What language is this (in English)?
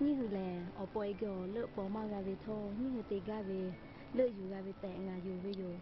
Lahu